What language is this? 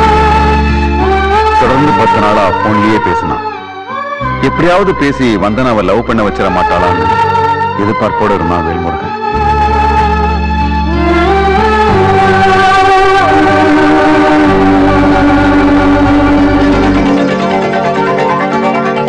Tamil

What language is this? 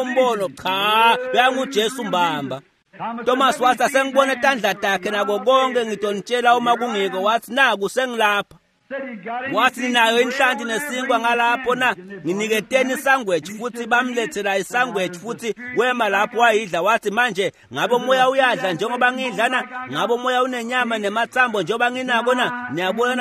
Swati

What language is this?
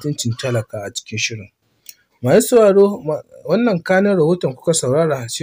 Hausa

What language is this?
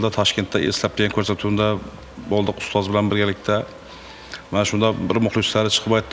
Uzbek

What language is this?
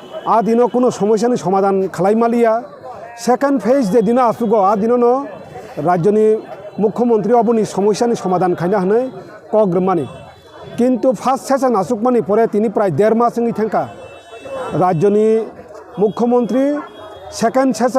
Kok Borok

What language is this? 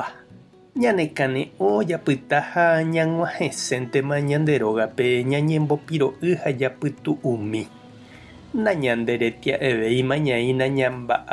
Guarani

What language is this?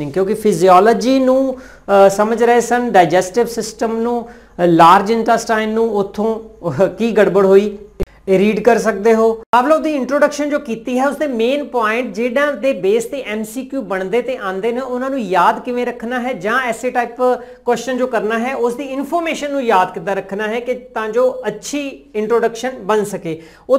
Punjabi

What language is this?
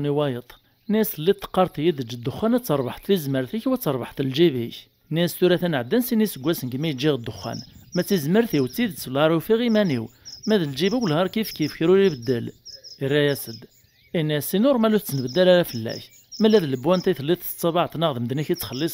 Kabyle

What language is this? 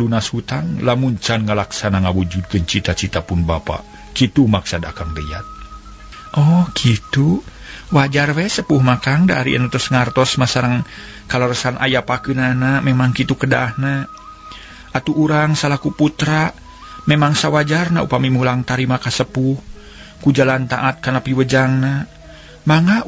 Sundanese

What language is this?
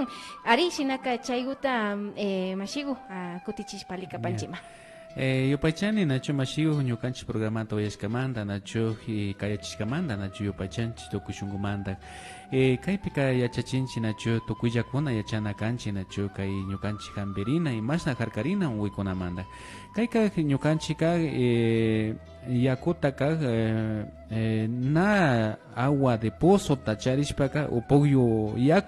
Imbabura Highland Quichua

